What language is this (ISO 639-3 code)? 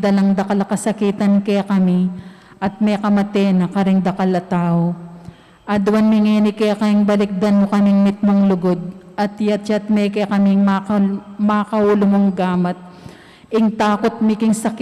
pam